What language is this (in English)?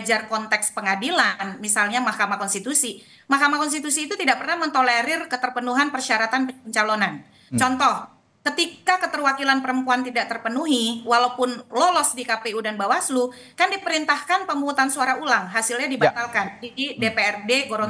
Indonesian